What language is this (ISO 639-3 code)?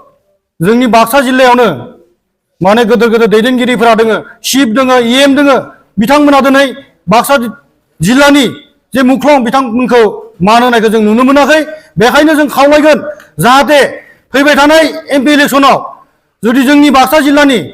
brx